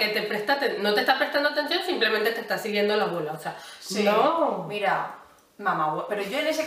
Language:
Spanish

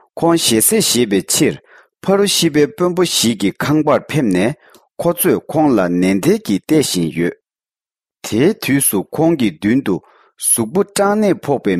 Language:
Tibetan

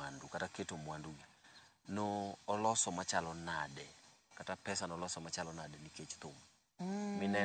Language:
Luo (Kenya and Tanzania)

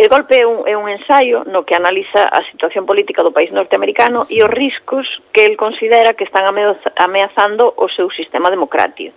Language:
Galician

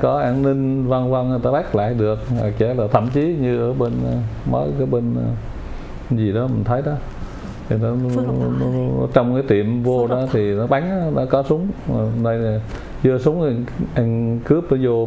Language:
Vietnamese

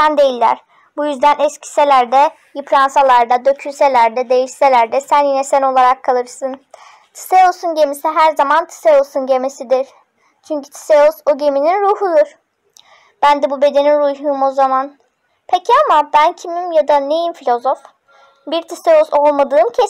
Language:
Turkish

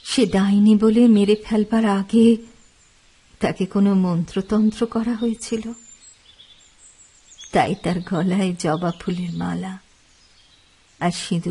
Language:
Bangla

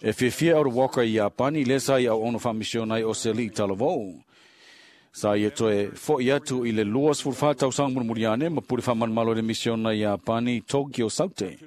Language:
Samoan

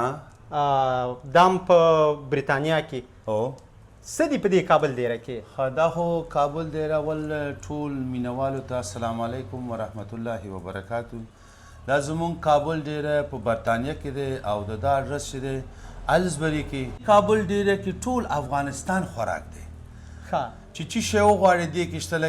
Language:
Pashto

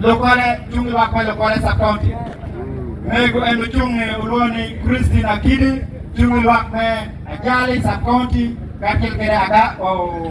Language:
Acoli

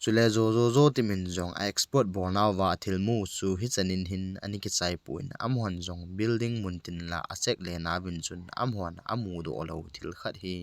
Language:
Thado Chin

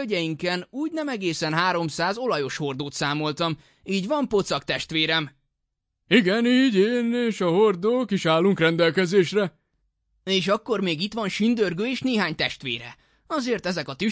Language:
Hungarian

